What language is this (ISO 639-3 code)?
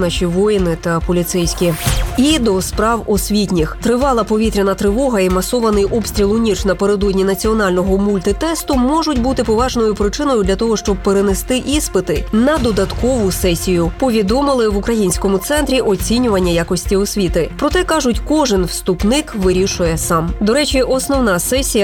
ukr